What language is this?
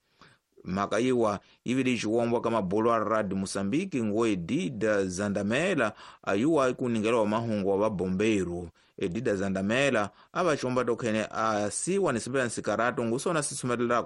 Tsonga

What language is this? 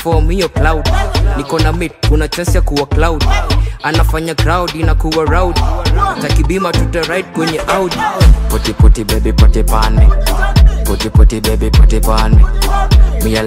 Swahili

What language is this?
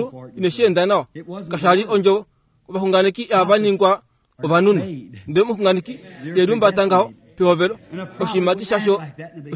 Kuanyama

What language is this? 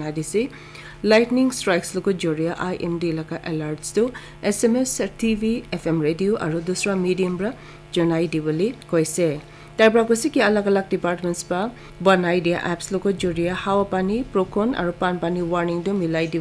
Naga Pidgin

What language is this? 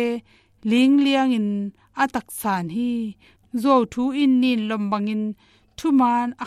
Tedim Chin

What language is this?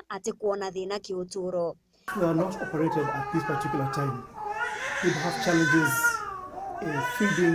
Meru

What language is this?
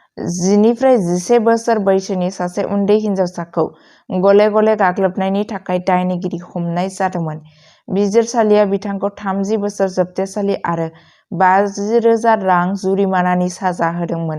Bodo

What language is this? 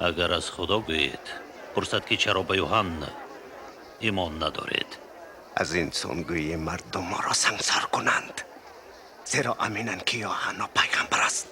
Tajik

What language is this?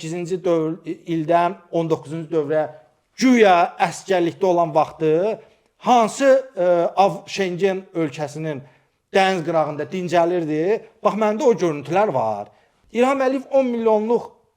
Azerbaijani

